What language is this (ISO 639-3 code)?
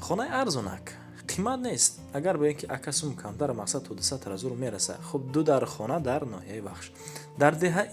tgk